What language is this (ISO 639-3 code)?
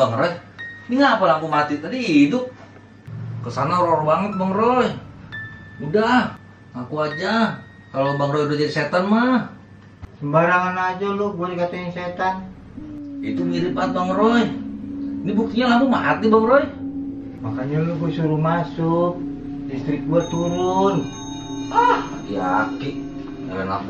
bew